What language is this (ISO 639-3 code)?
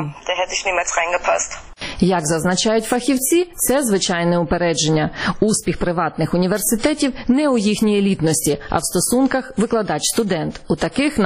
ukr